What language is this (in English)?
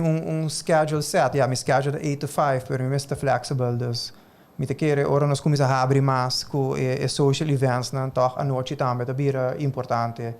Papiamento